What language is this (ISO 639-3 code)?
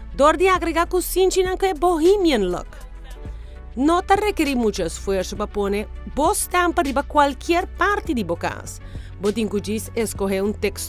pap